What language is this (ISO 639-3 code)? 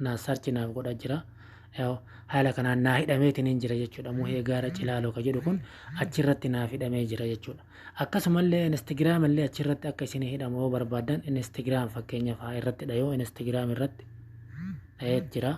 orm